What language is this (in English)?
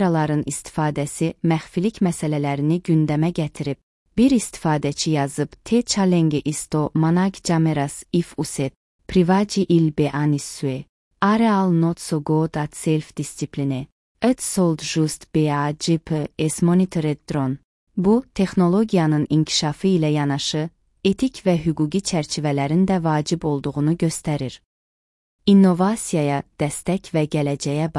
Azerbaijani